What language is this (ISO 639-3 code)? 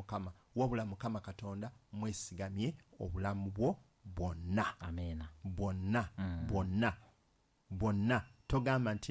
lug